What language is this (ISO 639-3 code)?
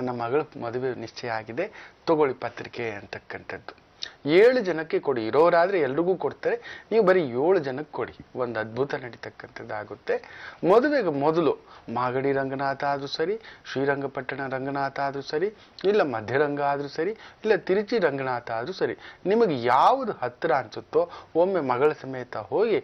kan